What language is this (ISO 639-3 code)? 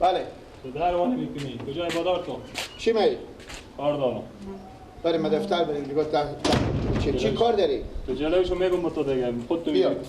fas